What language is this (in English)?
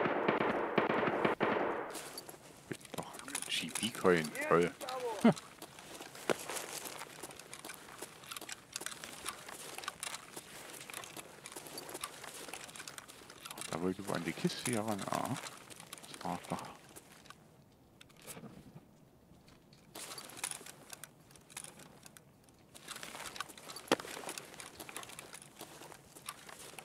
German